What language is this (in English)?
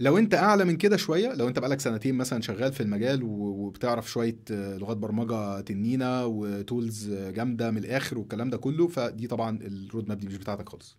Egyptian Arabic